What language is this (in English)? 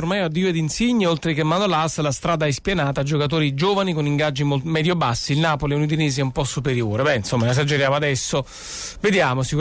Italian